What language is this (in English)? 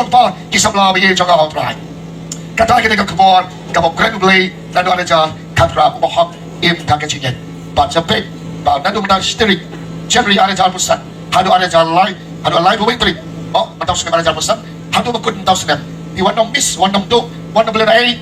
Khasi